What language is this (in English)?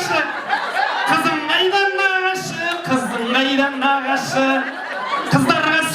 Kazakh